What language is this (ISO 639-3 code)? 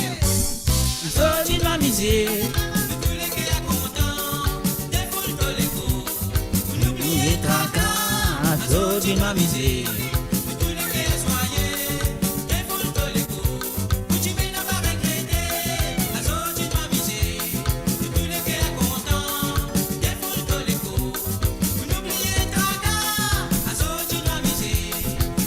mfe